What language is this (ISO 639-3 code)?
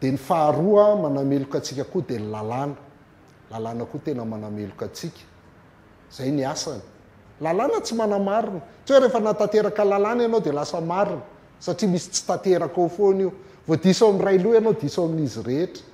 mlg